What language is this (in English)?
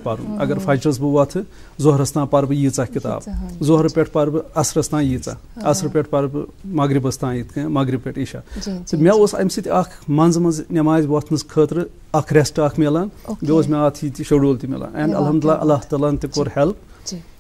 Kashmiri